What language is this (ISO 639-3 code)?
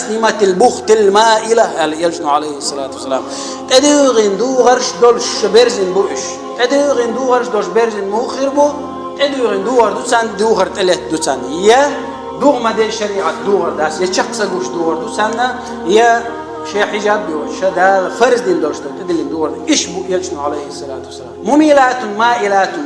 che